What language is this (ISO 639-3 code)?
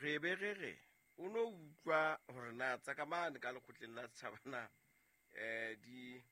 sot